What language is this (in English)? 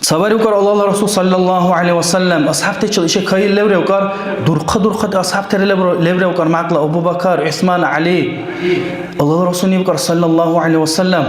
Dargwa